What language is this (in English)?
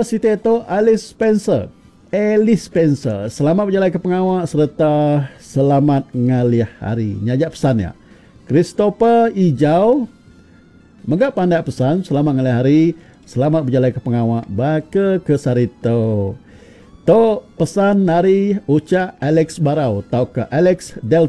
Iban